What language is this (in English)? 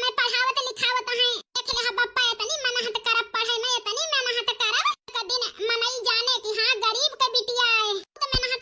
Awadhi